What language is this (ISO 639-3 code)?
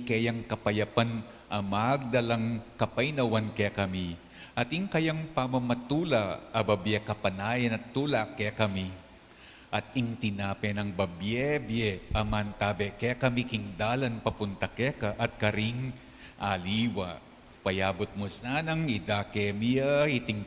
pam